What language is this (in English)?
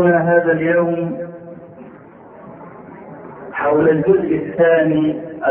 Arabic